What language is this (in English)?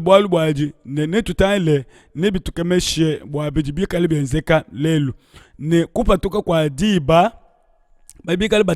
Luba-Lulua